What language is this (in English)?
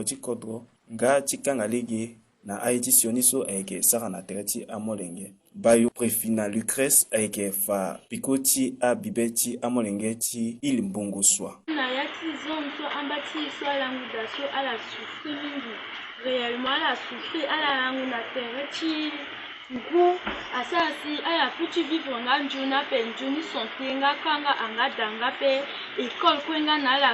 Sango